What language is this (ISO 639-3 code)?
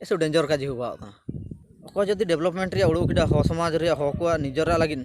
hoc